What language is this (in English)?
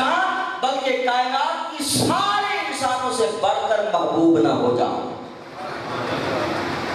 Urdu